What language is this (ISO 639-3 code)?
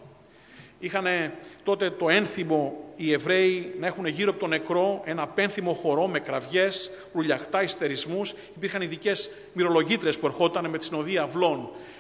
ell